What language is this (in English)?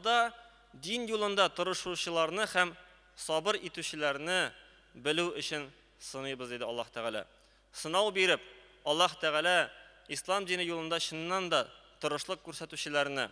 Tatar